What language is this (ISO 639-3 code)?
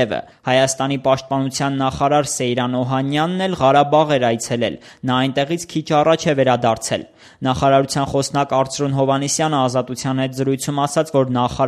hye